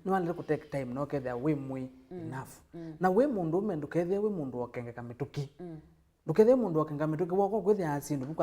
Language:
Kamba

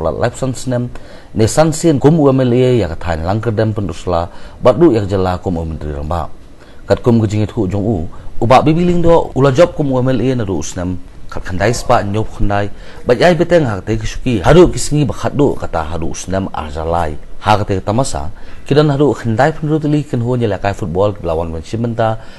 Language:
Khasi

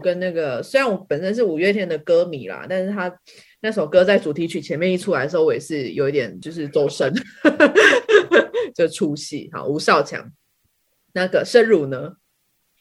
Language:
Chinese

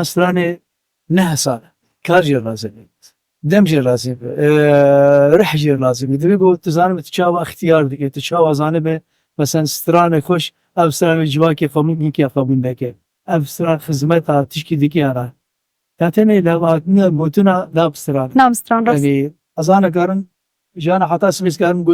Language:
Kurdish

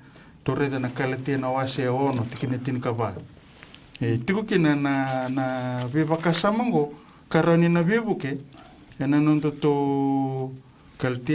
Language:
Fijian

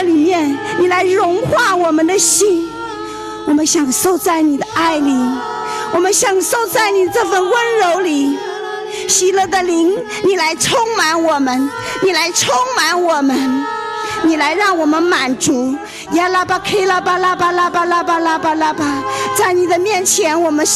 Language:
Chinese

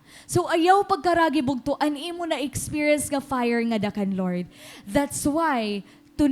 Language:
Waray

